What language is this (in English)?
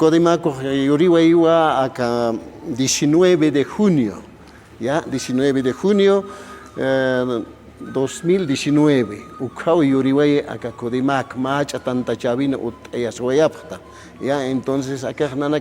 Aymara